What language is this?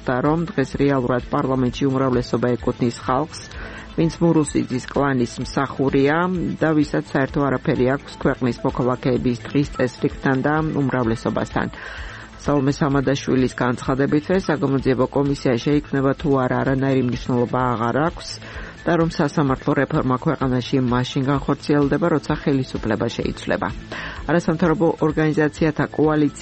Georgian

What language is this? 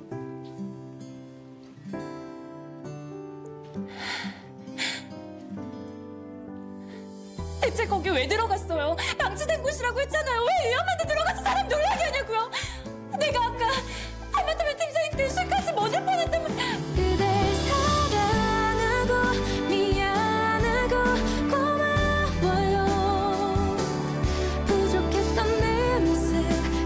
Korean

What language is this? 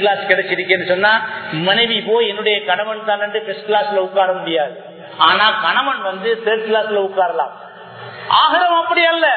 Tamil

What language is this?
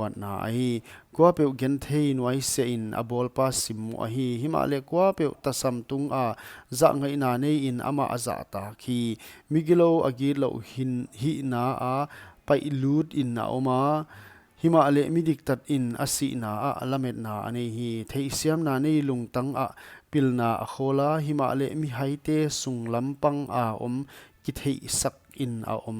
Paite Chin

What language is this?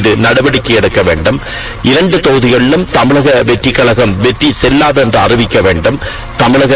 Tamil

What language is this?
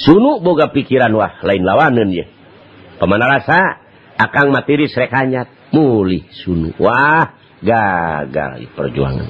Sundanese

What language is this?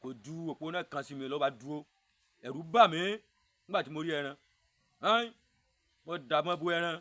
Yoruba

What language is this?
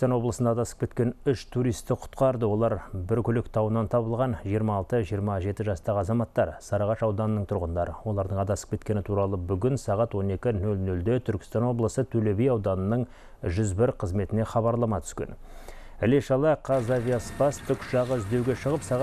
Kazakh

